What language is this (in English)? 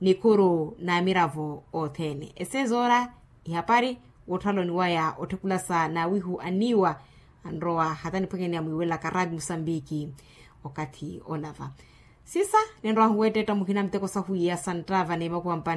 Makhuwa